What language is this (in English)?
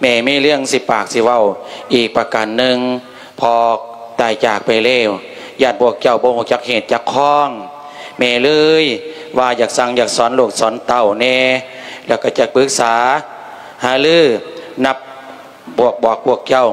Lao